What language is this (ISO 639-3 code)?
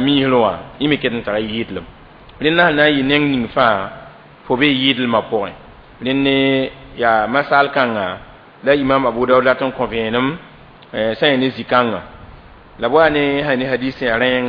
mos